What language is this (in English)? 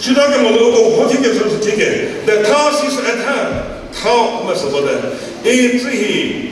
Chokri Naga